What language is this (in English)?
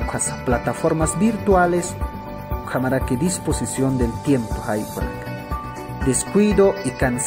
Aymara